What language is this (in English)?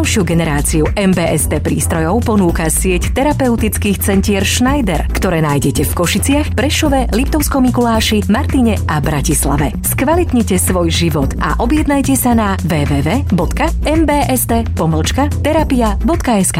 Slovak